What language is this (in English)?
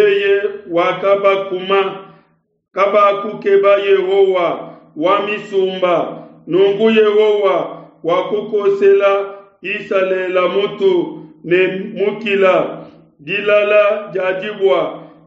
Luba-Lulua